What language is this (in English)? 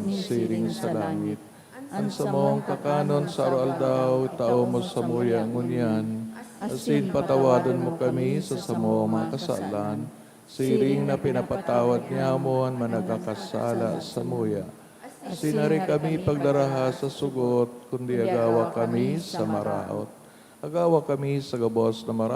Bikol